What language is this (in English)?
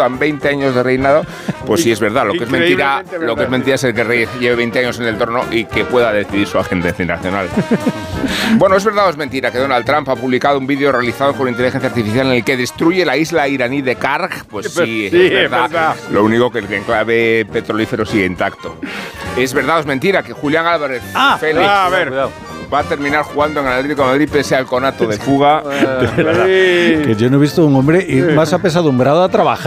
Spanish